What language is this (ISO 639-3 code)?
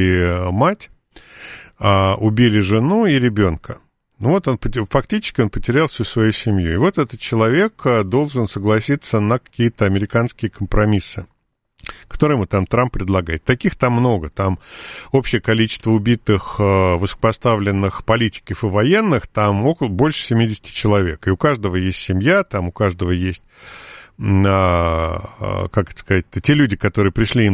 rus